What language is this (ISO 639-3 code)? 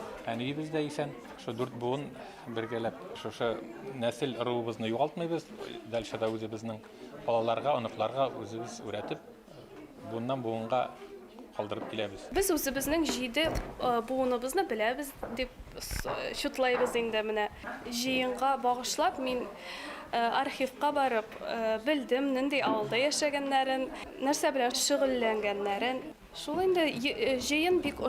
bak